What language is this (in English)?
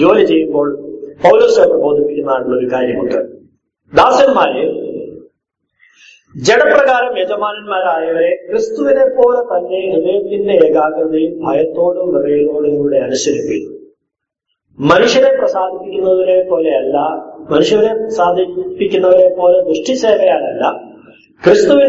Malayalam